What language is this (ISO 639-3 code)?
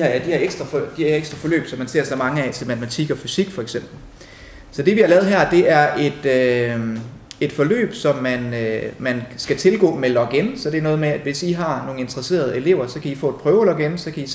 dan